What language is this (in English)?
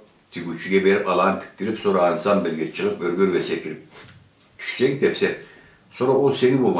Karachay-Balkar